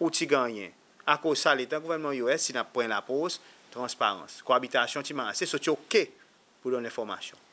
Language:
Seselwa Creole French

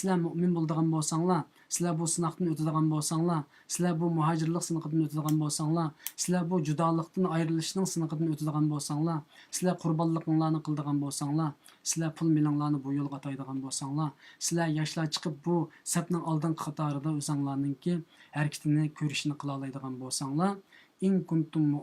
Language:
Uyghur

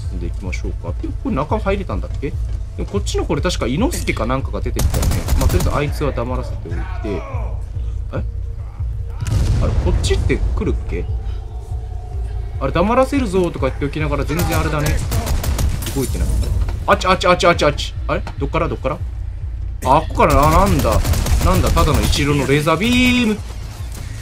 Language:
Japanese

